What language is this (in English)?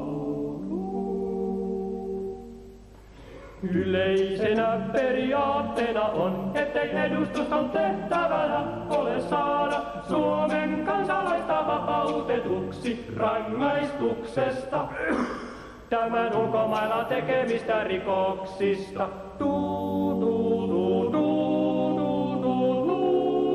Finnish